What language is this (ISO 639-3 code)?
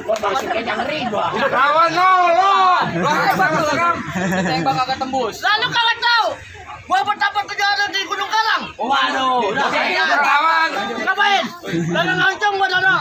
bew